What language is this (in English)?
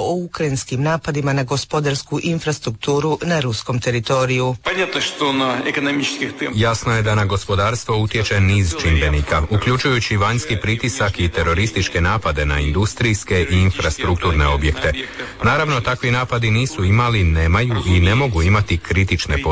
Croatian